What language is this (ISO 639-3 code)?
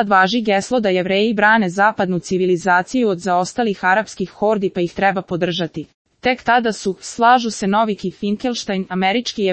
srp